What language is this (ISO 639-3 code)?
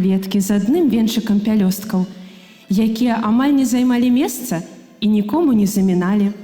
bel